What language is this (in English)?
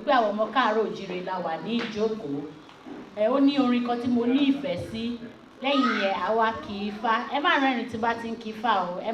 Yoruba